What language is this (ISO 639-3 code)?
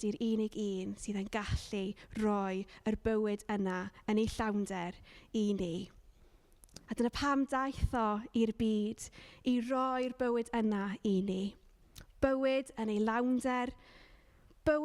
cym